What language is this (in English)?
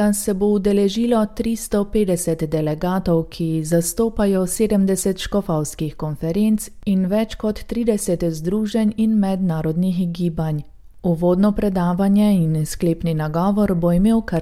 Slovenian